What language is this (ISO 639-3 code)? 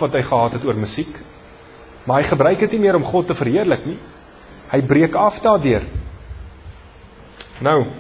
afr